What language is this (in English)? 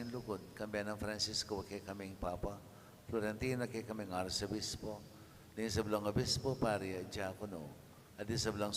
Pampanga